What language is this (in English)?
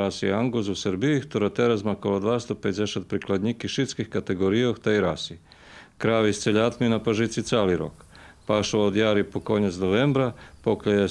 Rusyn